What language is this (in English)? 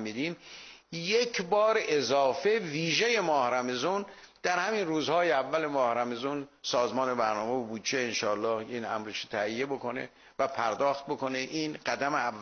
Persian